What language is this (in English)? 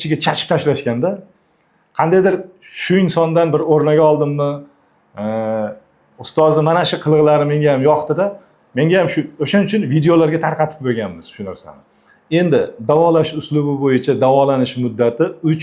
Uzbek